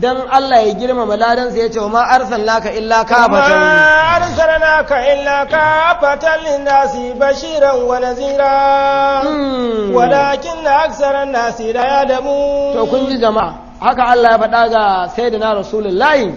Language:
Hausa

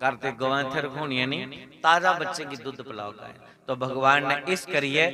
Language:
Dogri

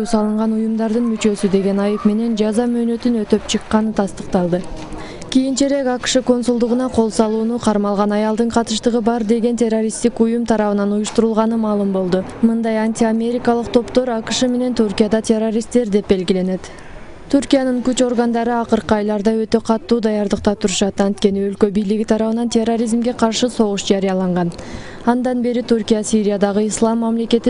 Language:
Kyrgyz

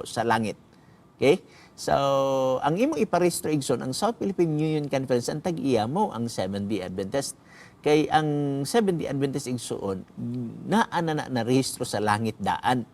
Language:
Cebuano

